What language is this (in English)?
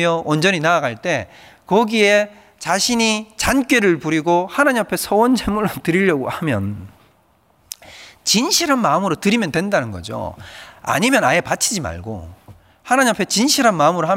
Korean